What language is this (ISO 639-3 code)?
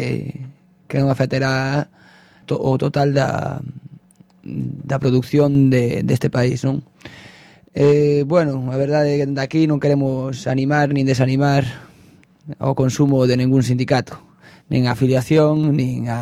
glg